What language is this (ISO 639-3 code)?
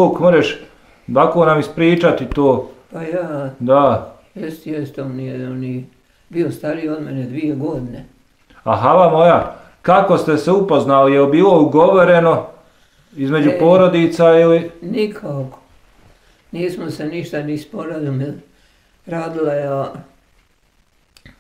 bos